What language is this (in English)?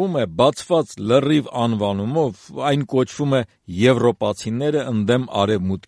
Armenian